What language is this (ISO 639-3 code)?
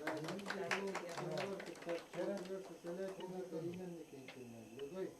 sah